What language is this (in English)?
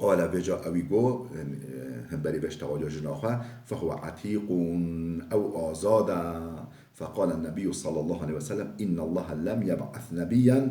Kurdish